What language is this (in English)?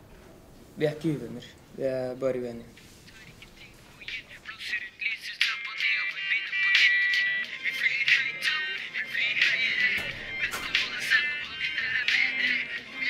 Norwegian